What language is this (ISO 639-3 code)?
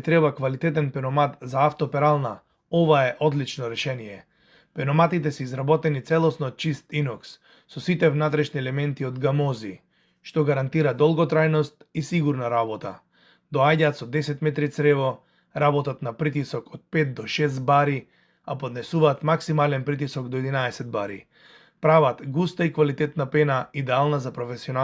mkd